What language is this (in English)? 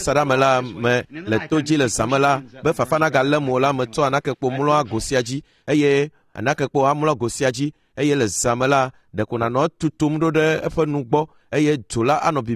Ewe